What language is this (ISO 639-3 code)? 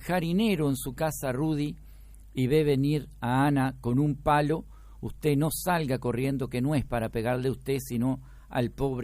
spa